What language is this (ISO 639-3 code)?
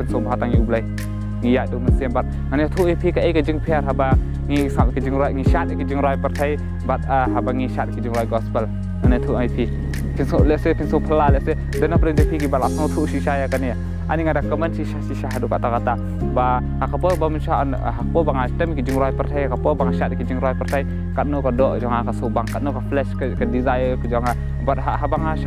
kha